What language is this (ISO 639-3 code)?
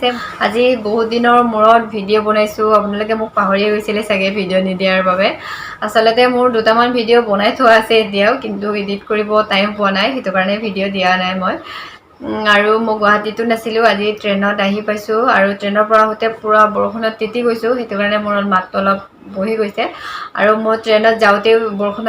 asm